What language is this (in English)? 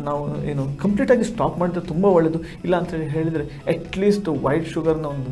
Kannada